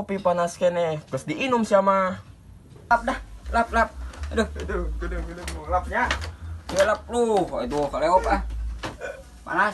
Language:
Sundanese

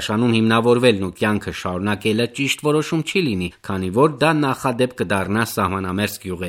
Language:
Armenian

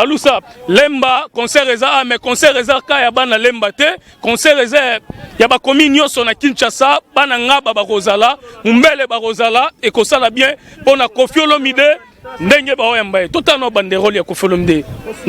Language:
Lingala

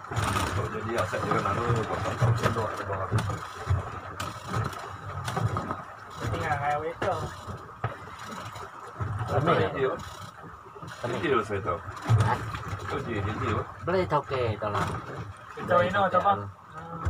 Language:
Malay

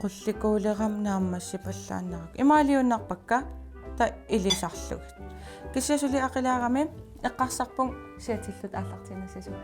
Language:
Kalaallisut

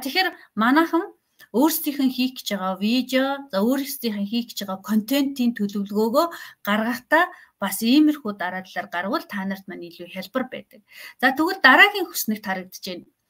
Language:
Mongolian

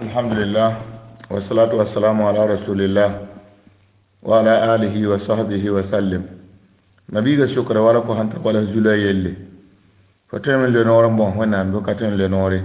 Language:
Mossi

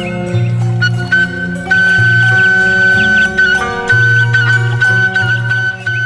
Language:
Sundanese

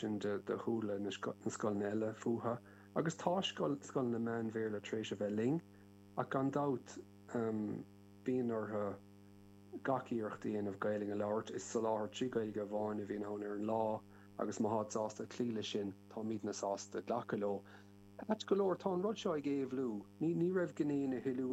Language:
Irish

